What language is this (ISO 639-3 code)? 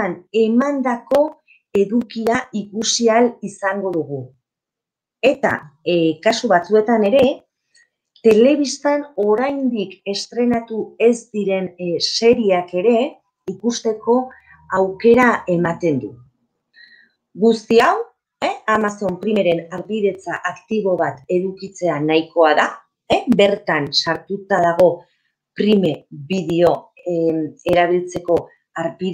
eus